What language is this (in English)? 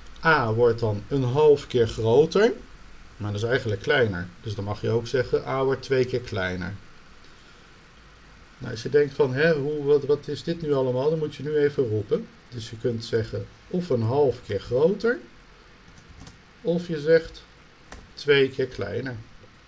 Dutch